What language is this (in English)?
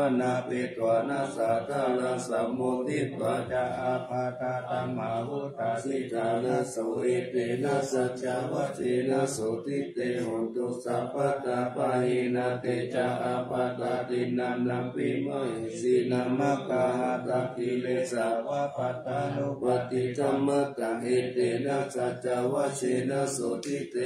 Pali